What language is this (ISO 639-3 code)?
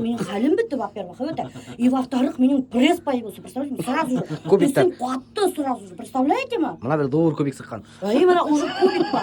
bak